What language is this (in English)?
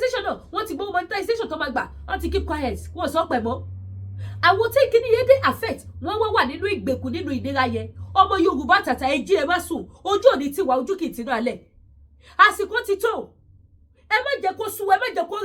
Yoruba